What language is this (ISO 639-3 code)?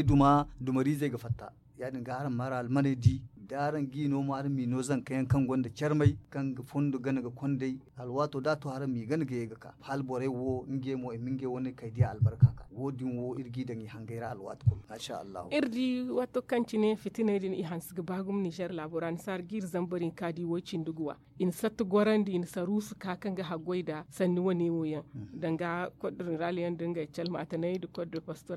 dje